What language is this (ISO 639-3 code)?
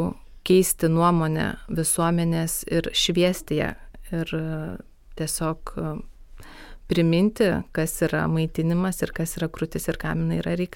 lit